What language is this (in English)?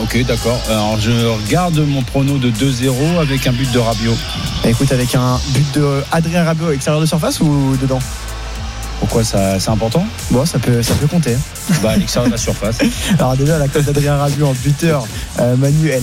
French